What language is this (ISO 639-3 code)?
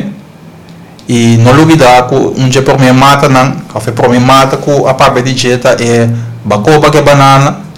pap